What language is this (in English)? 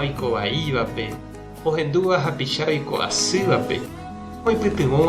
Guarani